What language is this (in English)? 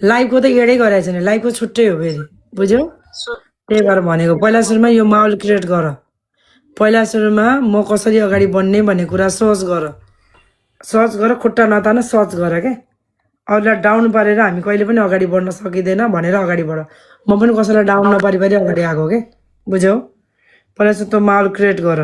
Nepali